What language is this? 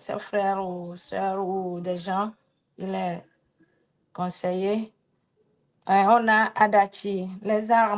Ewe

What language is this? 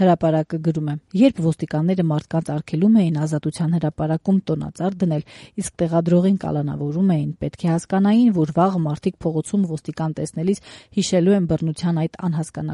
Armenian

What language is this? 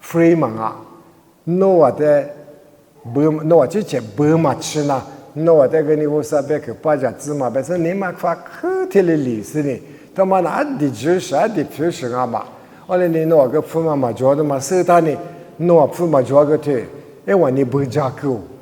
Lisu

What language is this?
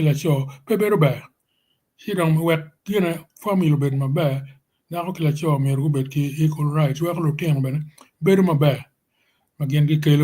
Acoli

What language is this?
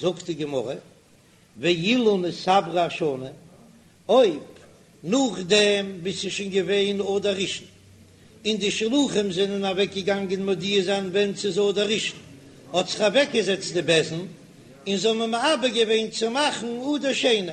Yiddish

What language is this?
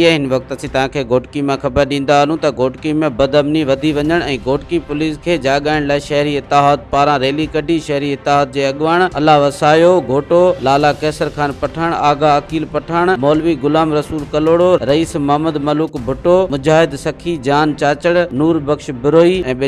Sindhi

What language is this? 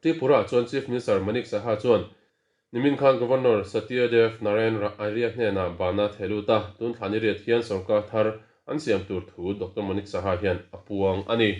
Mizo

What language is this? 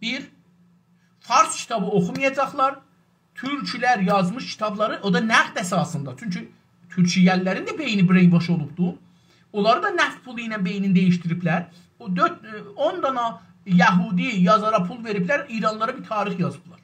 South Azerbaijani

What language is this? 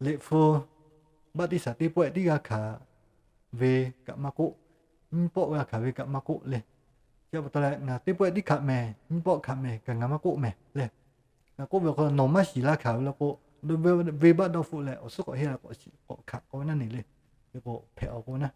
Lahu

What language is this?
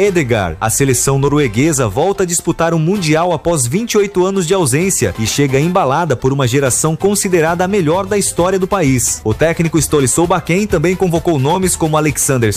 Portuguese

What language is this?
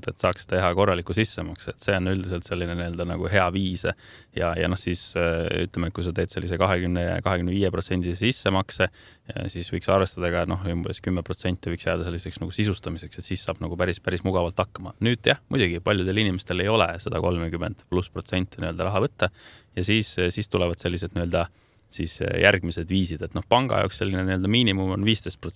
Estonian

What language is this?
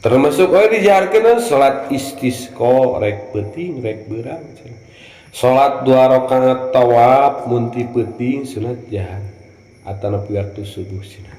Sundanese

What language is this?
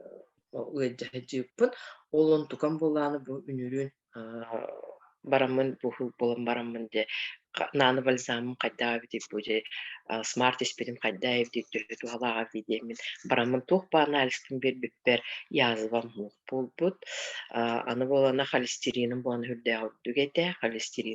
Yakut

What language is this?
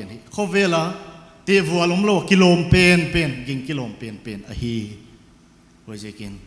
Paite Chin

